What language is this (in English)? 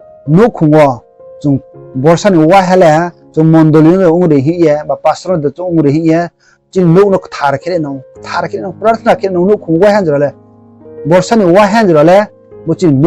Riang (India)